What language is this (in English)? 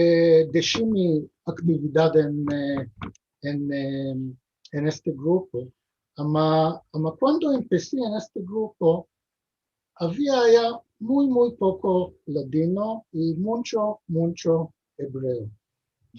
Ladino